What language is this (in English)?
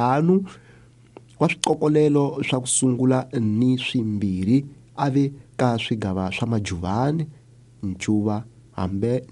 Tsonga